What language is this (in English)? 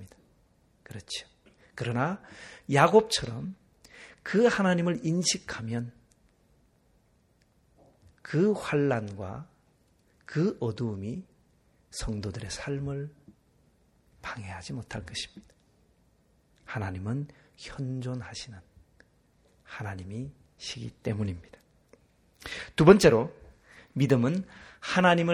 Korean